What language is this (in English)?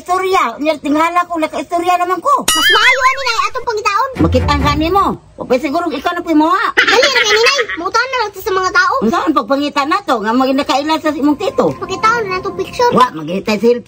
Cebuano